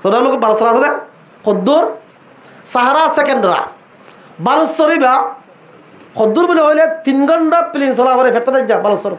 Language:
Rohingya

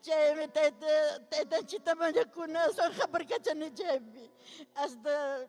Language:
Ayacucho Quechua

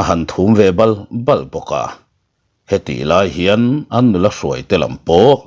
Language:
Mizo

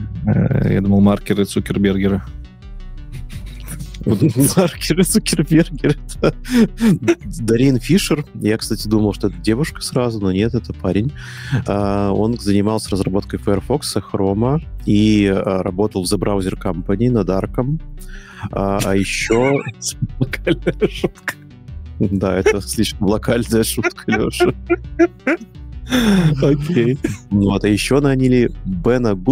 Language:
Russian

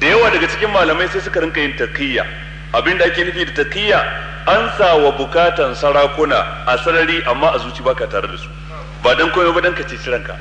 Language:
Hausa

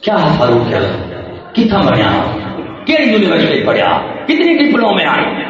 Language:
Saraiki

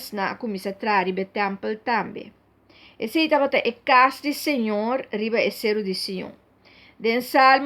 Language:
Papiamento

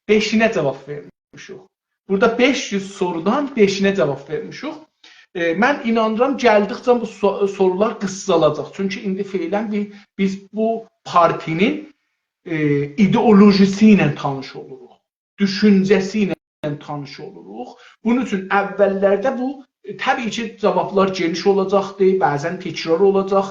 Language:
South Azerbaijani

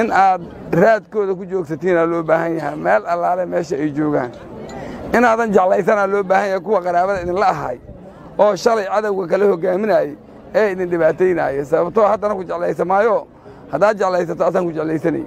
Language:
Somali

